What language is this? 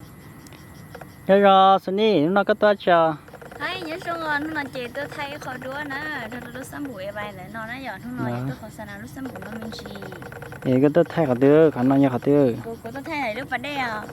Hmong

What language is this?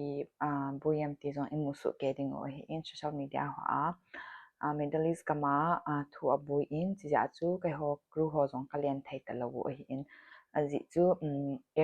Thado Chin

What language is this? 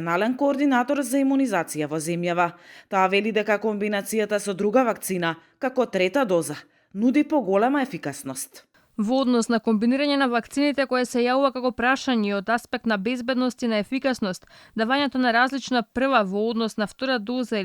Macedonian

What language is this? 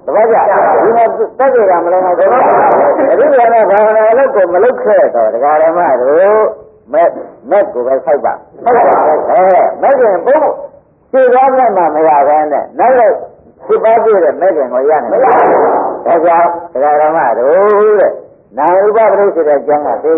Burmese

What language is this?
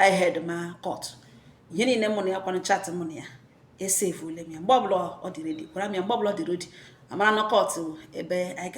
Igbo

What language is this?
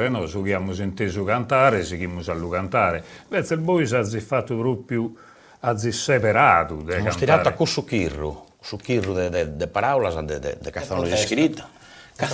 Sardinian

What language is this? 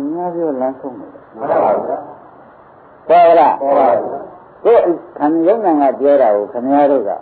Burmese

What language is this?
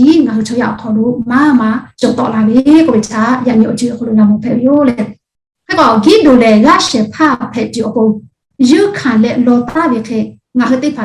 Lahu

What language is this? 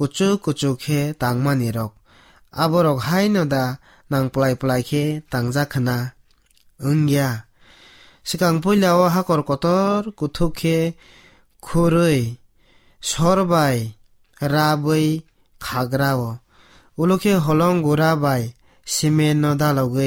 Kok Borok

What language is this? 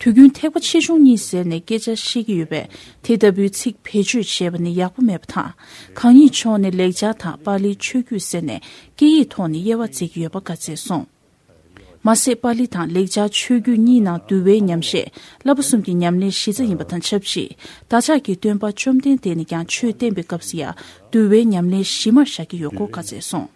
Tibetan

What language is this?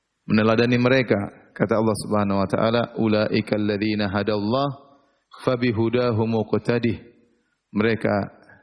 Indonesian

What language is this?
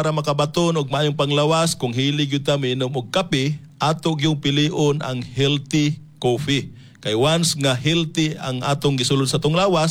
Cebuano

